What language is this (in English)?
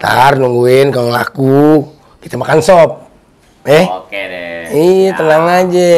Betawi